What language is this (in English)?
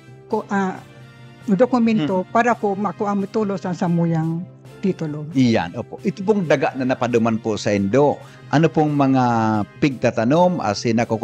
Bikol